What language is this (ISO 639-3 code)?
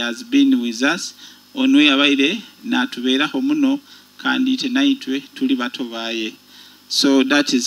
nyo